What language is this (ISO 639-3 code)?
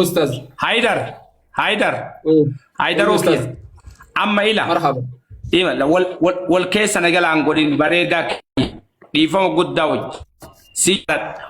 orm